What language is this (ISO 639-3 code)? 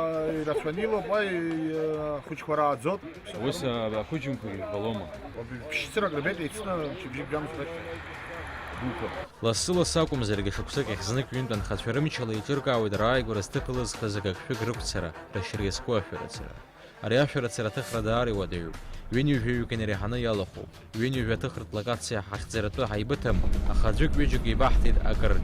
abk